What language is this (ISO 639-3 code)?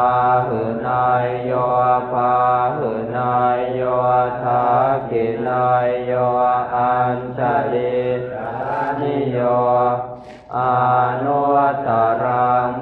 pli